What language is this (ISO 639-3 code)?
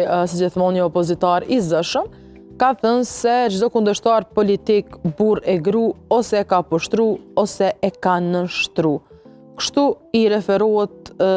sqi